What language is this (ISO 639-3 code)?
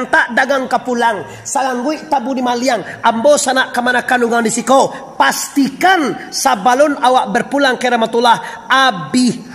min